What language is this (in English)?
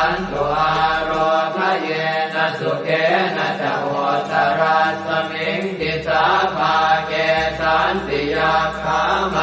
Pali